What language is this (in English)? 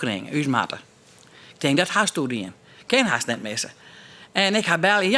Western Frisian